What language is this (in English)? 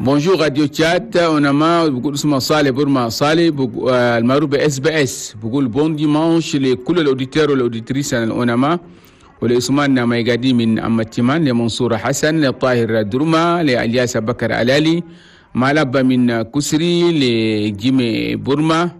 Chadian Arabic